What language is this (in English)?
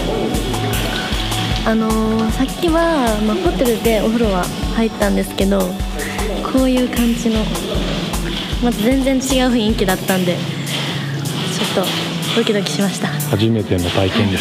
Japanese